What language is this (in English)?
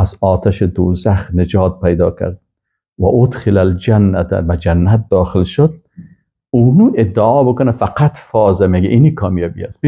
Persian